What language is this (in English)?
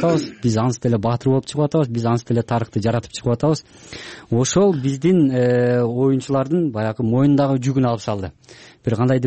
Kyrgyz